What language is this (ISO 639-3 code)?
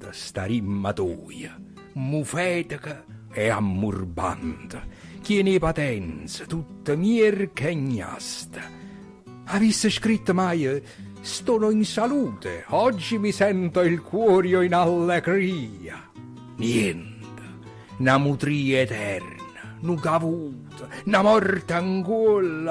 nap